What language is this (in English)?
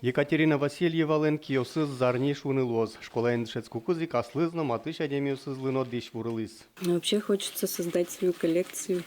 Udmurt